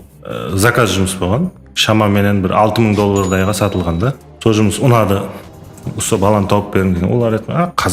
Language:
Kara-Kalpak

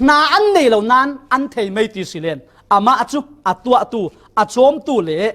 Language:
Falam Chin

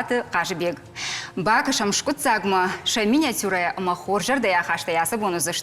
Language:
Ossetic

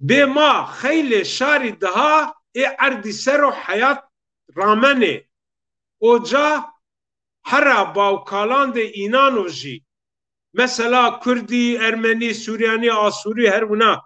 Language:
Zaza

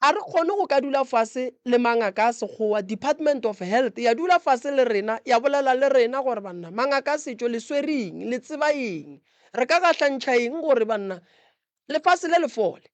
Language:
Northern Sotho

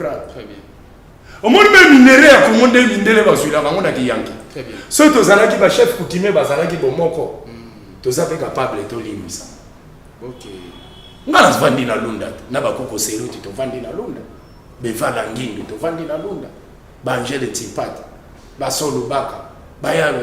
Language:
Lingala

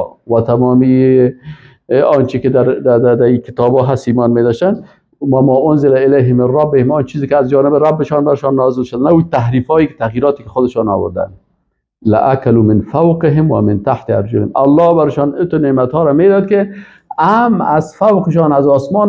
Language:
Persian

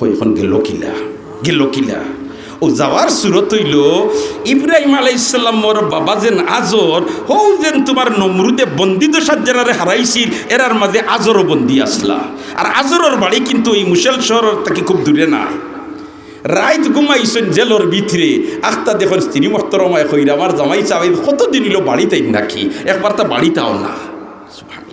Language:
Sylheti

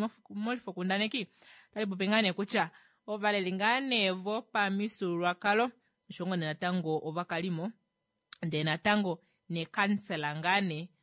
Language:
Kuanyama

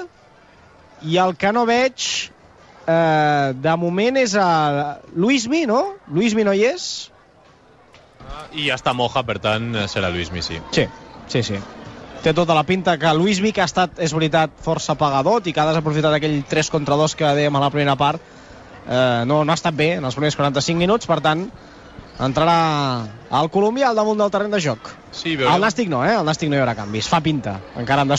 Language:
Catalan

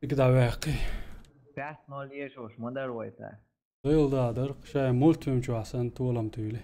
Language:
Chechen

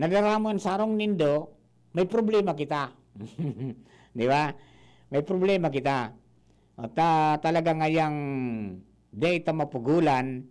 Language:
Bikol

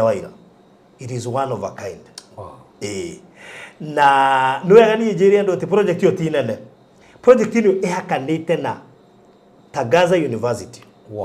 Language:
Kikuyu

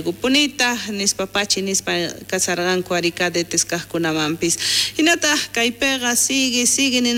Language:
South Bolivian Quechua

